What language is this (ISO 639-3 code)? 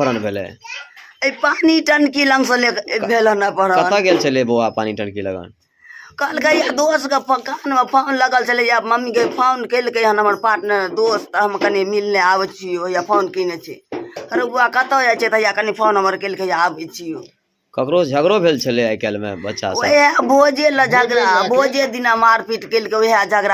mai